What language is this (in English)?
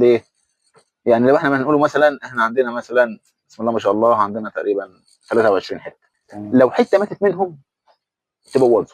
Egyptian Arabic